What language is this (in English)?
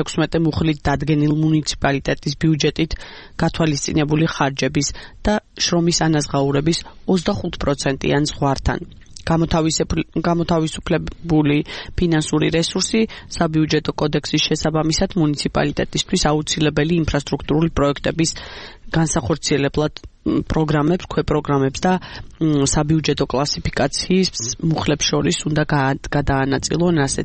Georgian